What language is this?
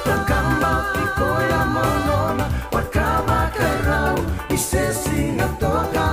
Fijian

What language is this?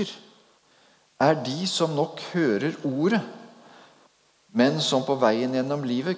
Norwegian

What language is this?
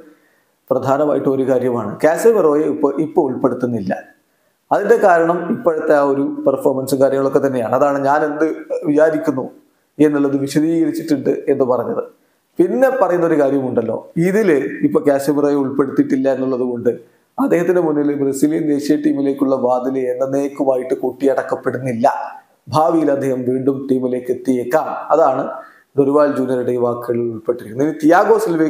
Malayalam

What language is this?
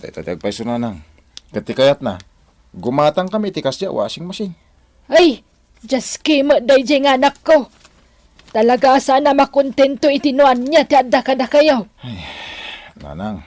Iloko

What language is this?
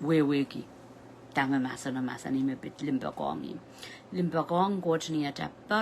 Pohnpeian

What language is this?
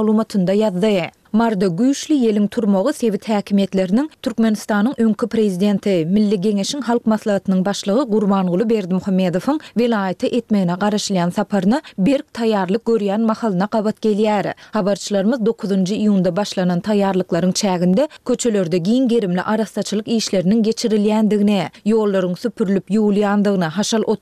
Turkmen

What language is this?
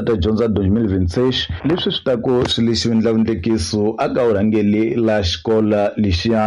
Tsonga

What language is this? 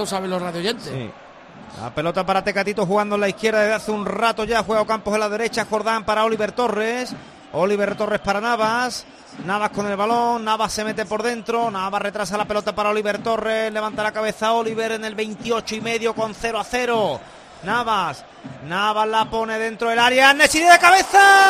Spanish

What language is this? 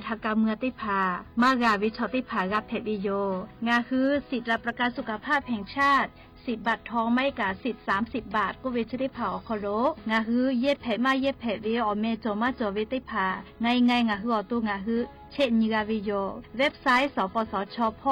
Lahu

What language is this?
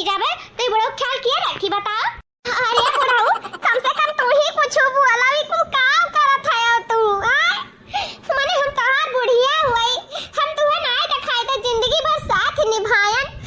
Awadhi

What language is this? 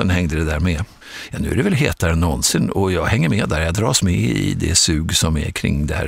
Swedish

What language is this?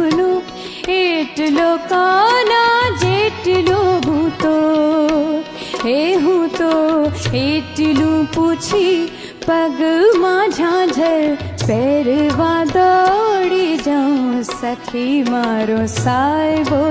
Gujarati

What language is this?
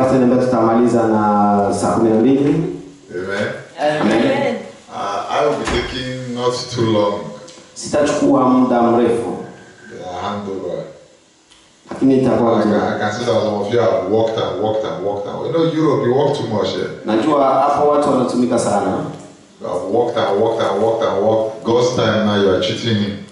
Swahili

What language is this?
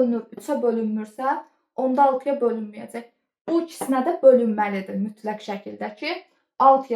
Azerbaijani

